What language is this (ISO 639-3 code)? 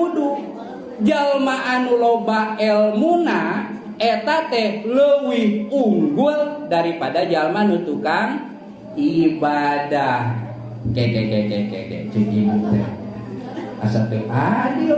sun